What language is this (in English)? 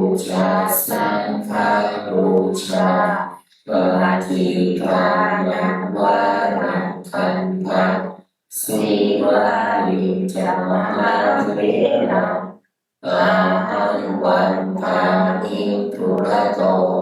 Pali